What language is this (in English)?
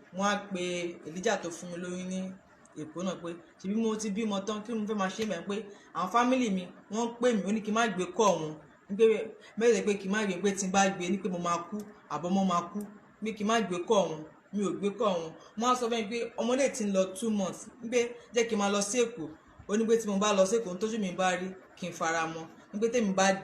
Yoruba